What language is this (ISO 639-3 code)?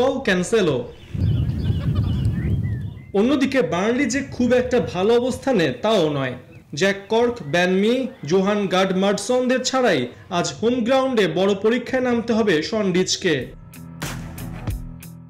ben